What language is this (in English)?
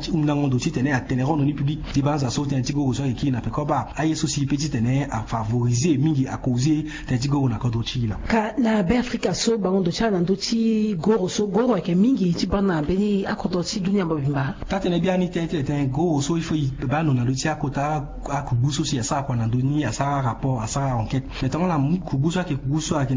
Sango